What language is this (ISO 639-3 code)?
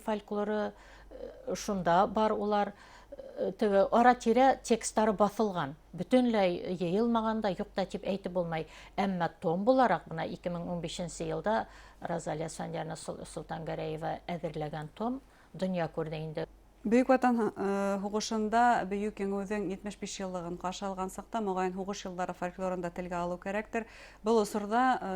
bak